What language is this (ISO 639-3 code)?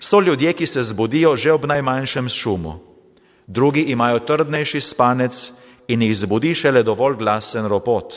slv